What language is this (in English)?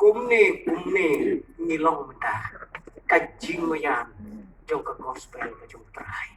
Khasi